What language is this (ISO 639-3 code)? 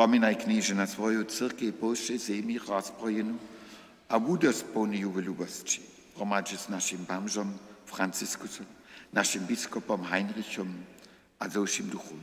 hsb